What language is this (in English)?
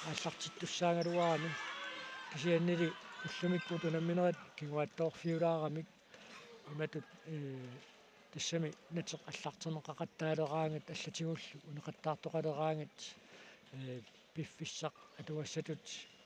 Kalaallisut